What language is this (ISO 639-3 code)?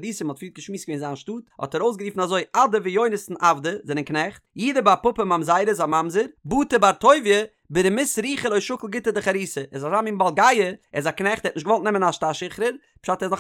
yid